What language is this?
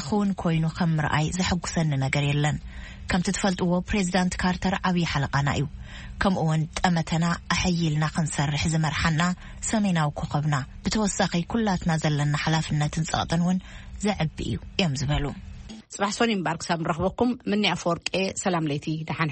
Tigrinya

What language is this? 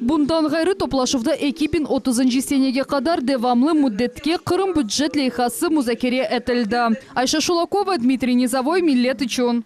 Crimean Tatar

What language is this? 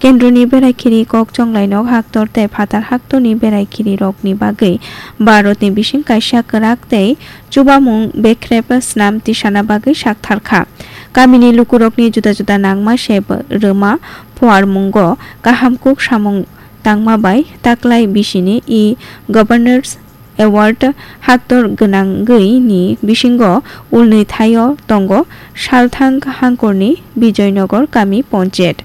Kok Borok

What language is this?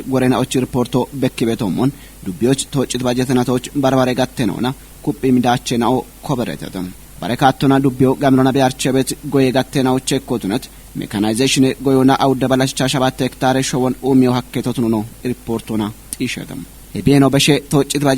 Kafa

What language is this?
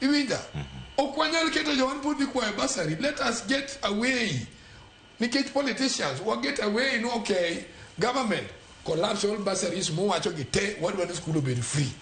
Luo (Kenya and Tanzania)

